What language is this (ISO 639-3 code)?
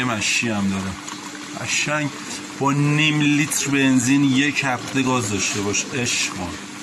fas